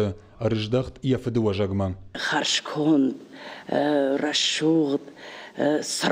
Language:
Ossetic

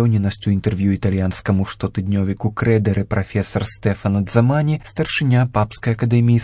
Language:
Belarusian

